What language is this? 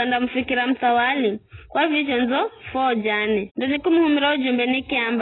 Giryama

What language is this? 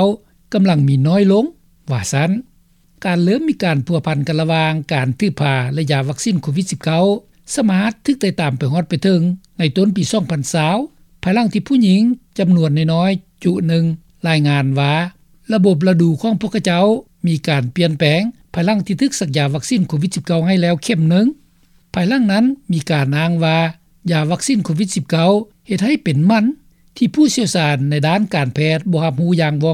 Lao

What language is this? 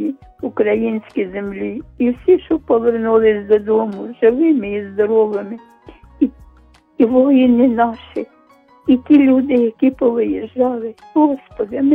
Ukrainian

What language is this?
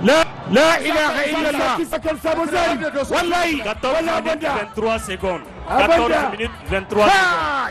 Zarma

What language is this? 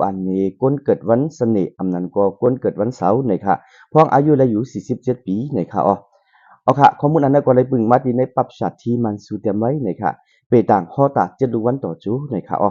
Shan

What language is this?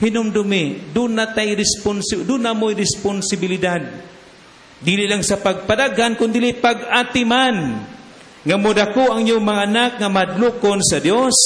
Cebuano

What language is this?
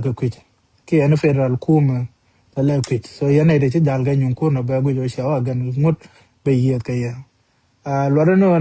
Nuer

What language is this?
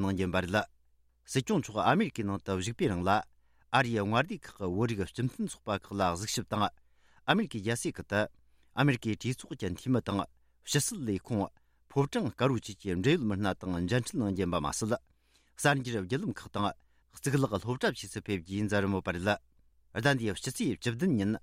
Tibetan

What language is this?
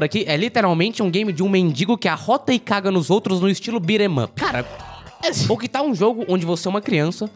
Portuguese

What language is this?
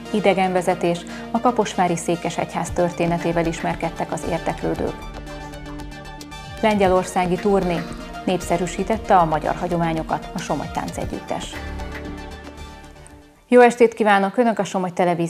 Hungarian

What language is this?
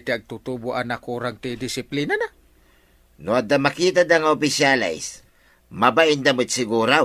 Iloko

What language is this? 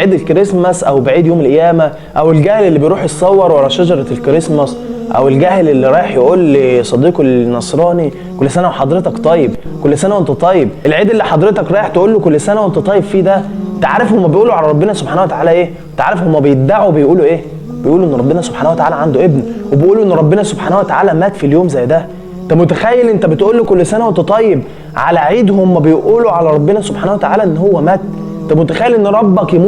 Egyptian Arabic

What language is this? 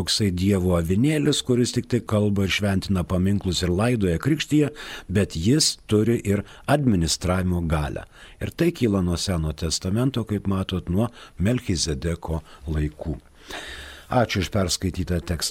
Lithuanian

